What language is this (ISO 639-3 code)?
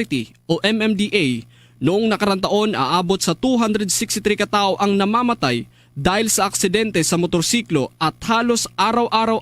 hil